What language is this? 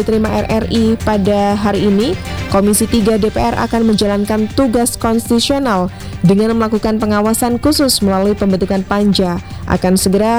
Indonesian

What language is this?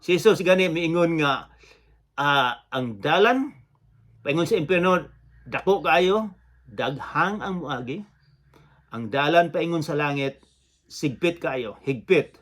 Cebuano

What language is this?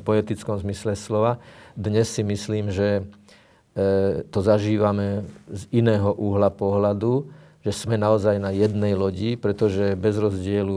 Slovak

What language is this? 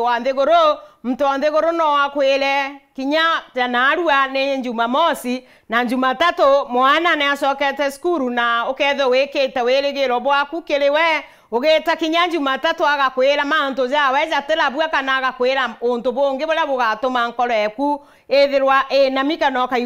Meru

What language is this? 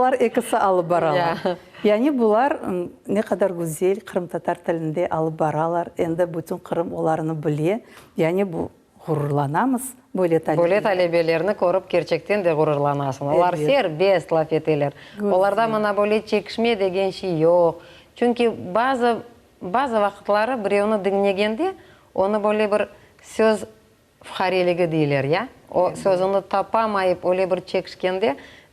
Crimean Tatar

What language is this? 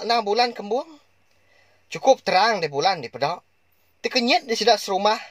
Iban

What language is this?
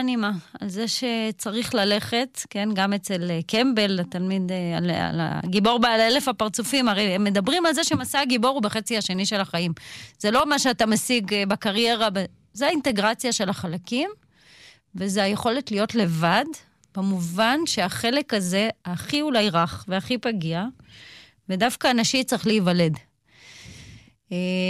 Hebrew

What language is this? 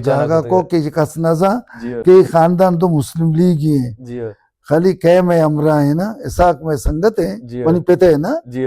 Baluchi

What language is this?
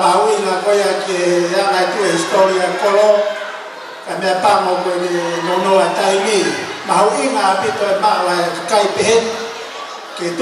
Tongan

